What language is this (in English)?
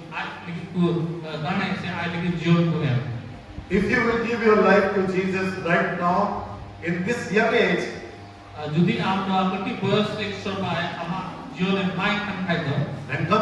Santali